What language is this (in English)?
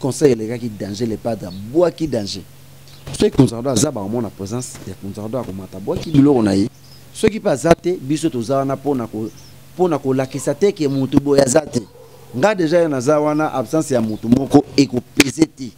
Lingala